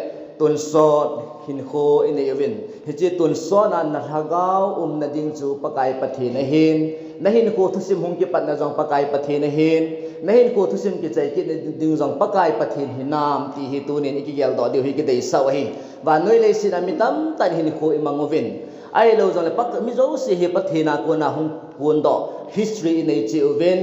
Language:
Thado Chin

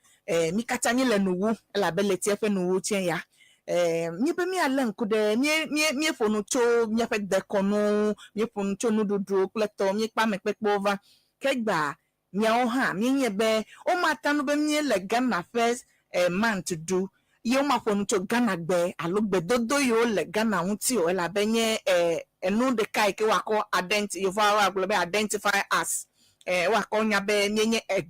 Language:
Ewe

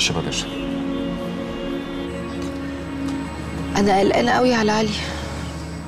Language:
Egyptian Arabic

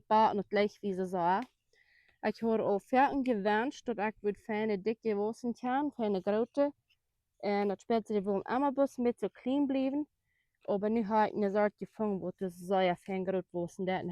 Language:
Plautdietsch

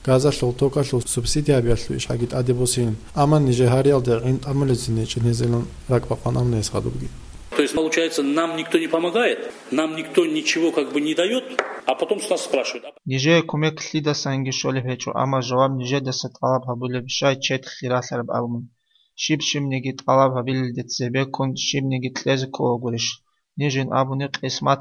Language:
Avaric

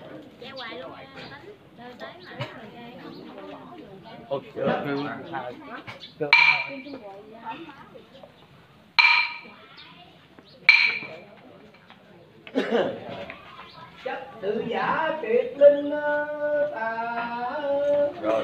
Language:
Vietnamese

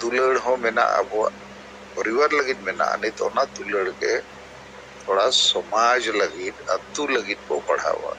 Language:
Santali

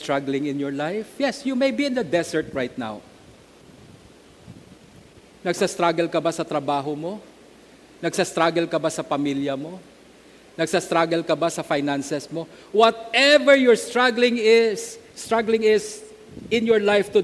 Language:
Filipino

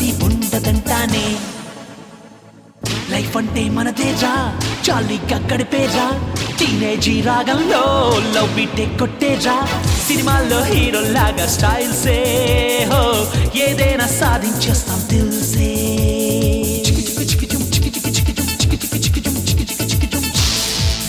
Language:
Telugu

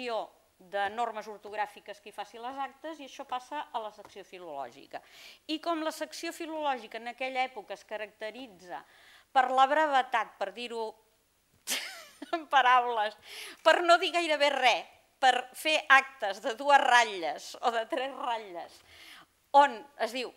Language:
Catalan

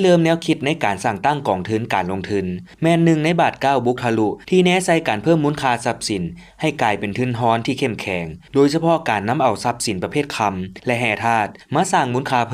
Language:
Lao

